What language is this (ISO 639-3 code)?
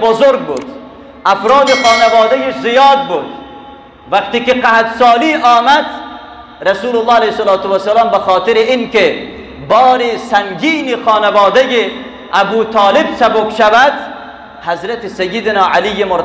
fas